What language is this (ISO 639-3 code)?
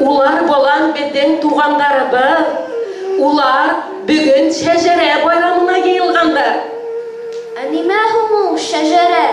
bak